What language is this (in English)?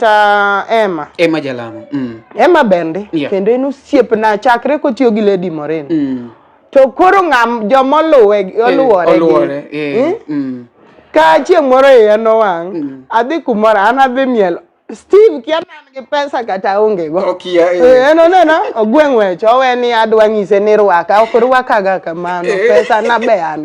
Luo (Kenya and Tanzania)